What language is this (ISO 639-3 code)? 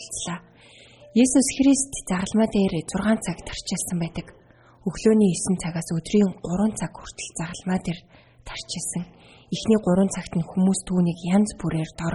mon